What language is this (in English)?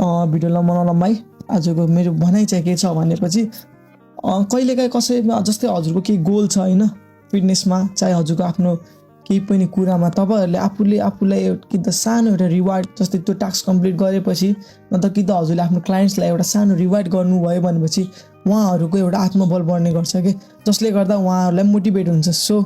Nepali